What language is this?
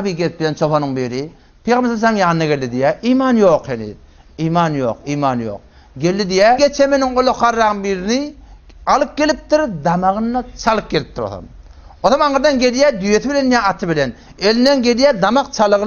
Turkmen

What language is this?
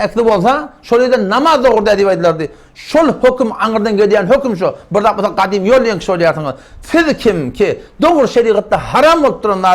Turkmen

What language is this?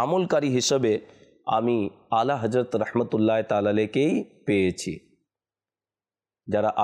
Bangla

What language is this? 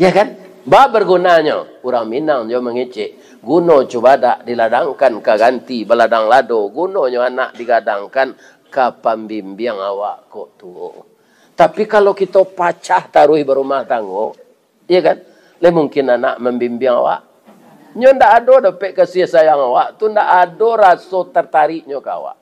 Minangkabau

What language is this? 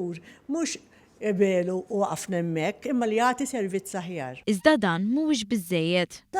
Maltese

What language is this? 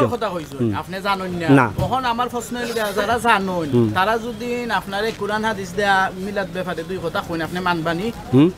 Sylheti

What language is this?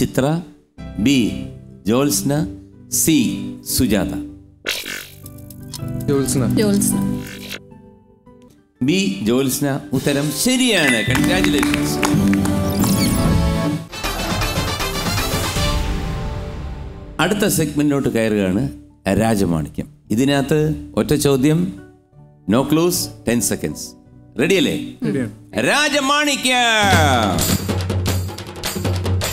Malayalam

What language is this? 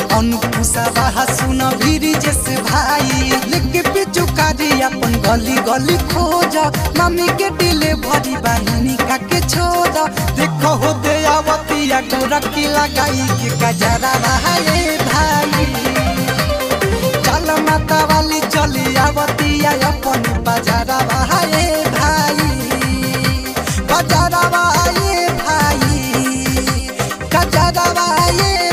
Bhojpuri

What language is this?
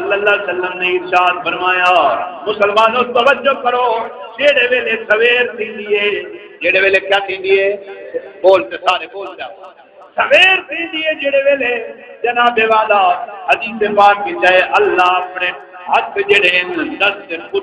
Saraiki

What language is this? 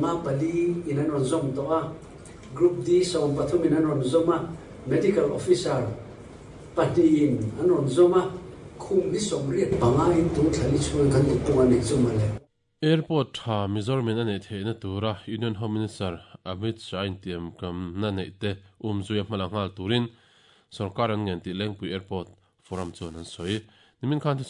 Mizo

